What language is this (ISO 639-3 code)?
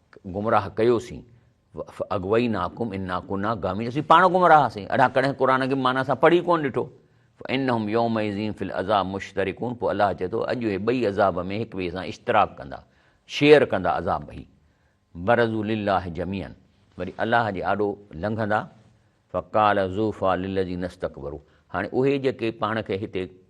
snd